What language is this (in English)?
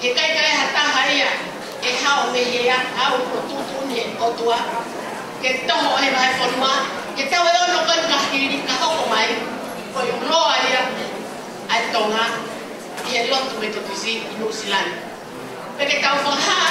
Tongan